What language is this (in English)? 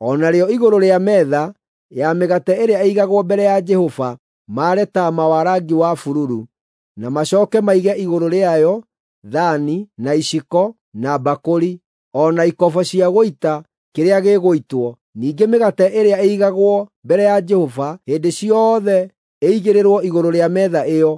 Kikuyu